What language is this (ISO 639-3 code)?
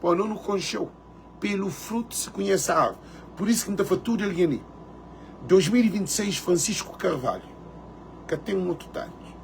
kea